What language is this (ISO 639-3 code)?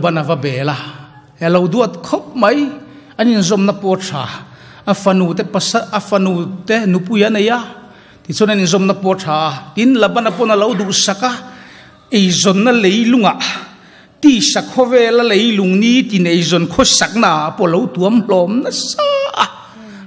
lus